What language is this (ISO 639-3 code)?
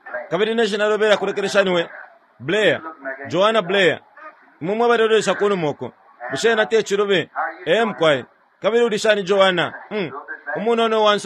bem